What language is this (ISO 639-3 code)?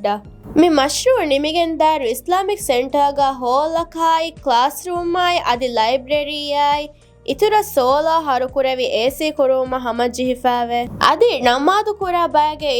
div